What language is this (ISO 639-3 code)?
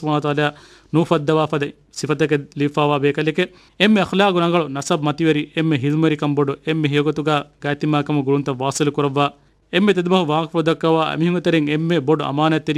div